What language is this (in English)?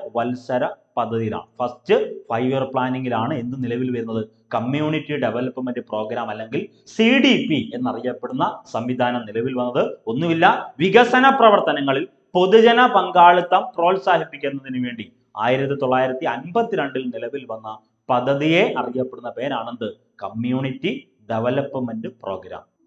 Malayalam